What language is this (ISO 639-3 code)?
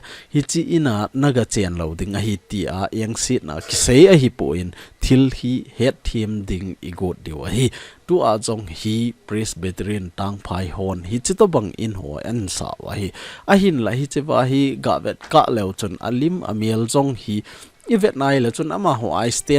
tcz